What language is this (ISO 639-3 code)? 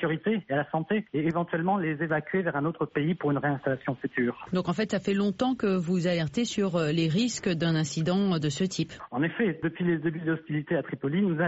fra